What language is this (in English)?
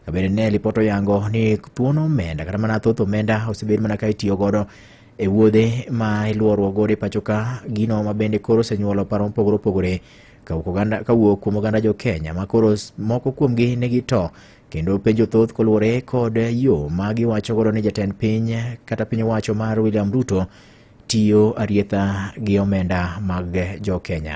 Luo (Kenya and Tanzania)